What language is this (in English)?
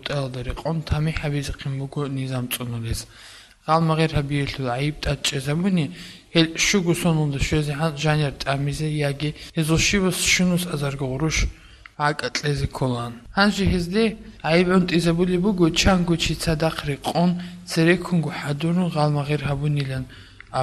Avaric